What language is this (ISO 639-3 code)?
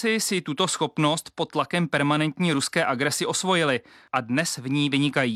ces